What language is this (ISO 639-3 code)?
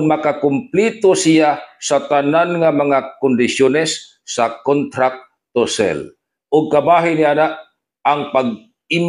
ceb